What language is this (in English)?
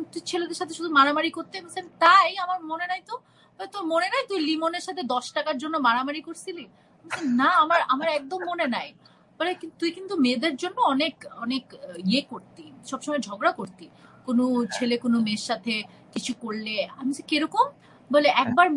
Bangla